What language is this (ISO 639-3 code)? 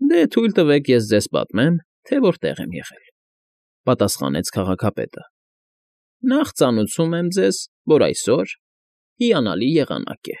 hye